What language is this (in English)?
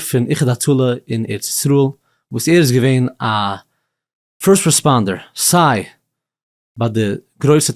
Yiddish